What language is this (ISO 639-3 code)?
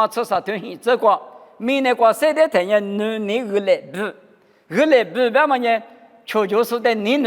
lis